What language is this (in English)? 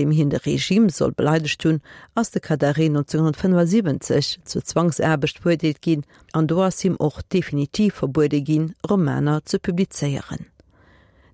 Luxembourgish